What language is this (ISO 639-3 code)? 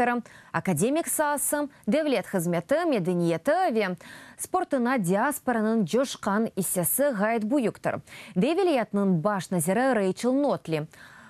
crh